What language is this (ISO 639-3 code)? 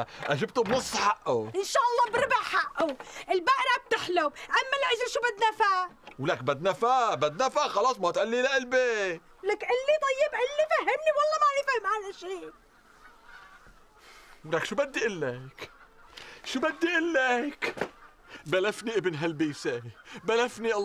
apc